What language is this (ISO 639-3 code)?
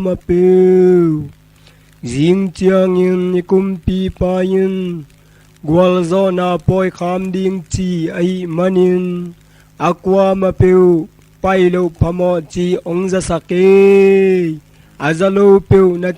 ctd